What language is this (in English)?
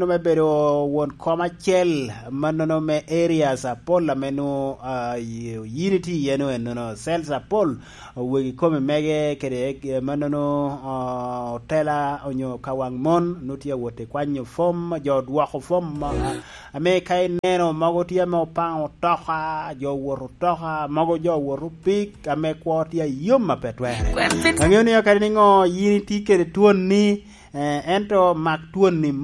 Lango (Uganda)